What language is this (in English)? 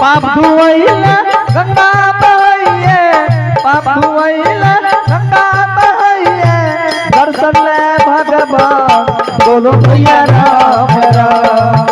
Angika